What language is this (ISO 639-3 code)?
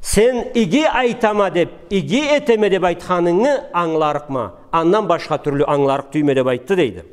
krc